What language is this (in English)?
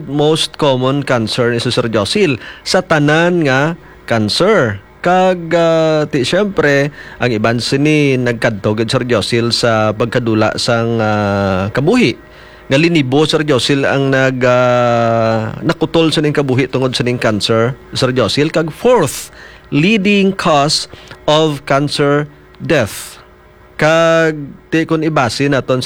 Hiligaynon